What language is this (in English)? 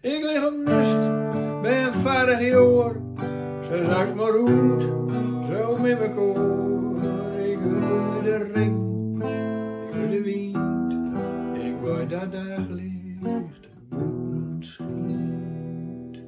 Gronings